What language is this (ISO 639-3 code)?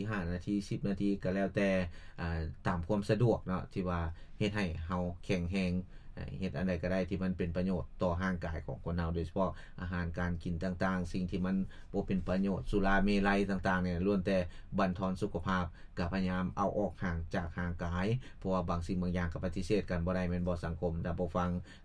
lao